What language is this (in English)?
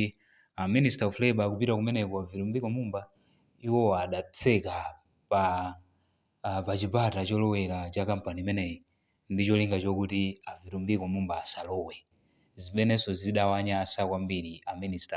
Nyanja